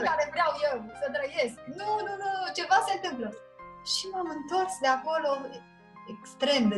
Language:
Romanian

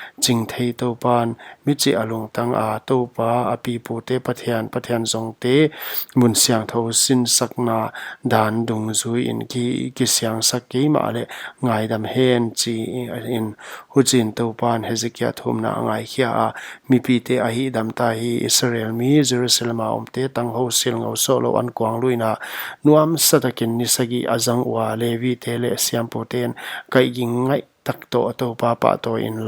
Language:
Paite Chin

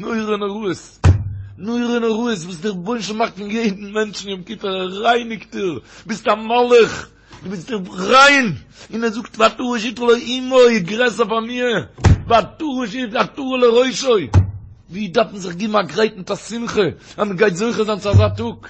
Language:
Yiddish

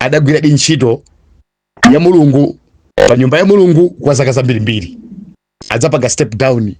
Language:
Nyanja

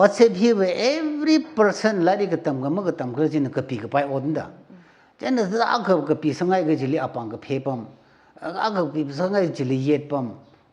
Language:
Tangkhul Naga (India)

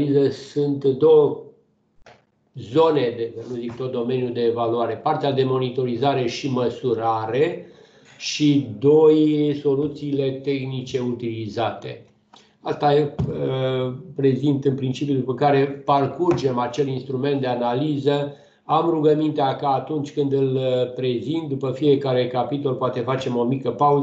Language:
Romanian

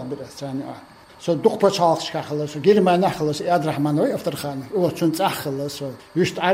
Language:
Chechen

